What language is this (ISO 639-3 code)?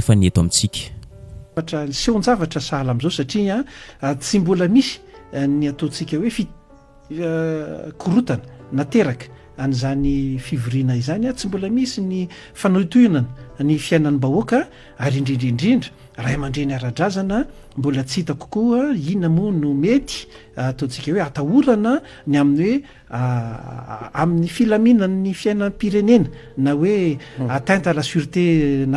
mlg